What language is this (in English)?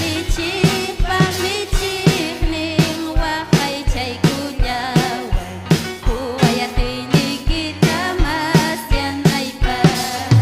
Ayacucho Quechua